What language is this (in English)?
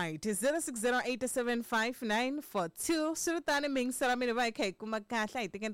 Tsonga